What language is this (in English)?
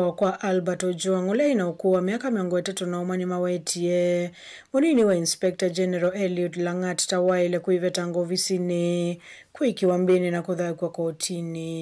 Kamba